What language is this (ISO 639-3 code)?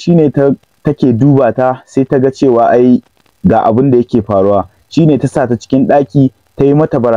hau